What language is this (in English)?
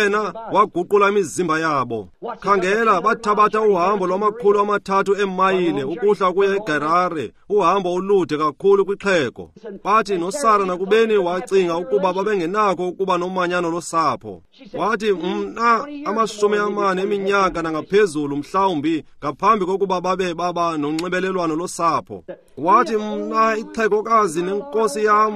Xhosa